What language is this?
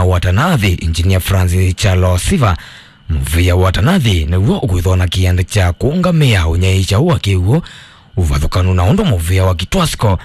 Kamba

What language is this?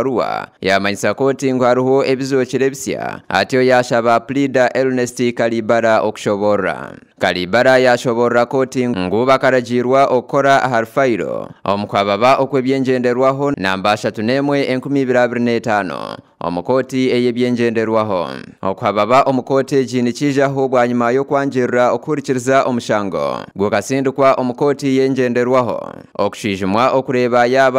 Nyankole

